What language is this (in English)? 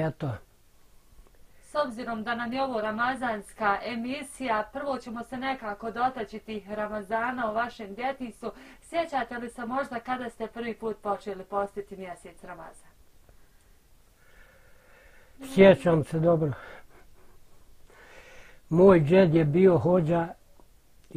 Bosnian